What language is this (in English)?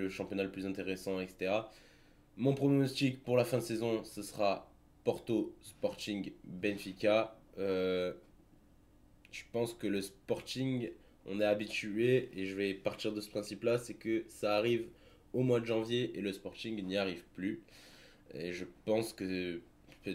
French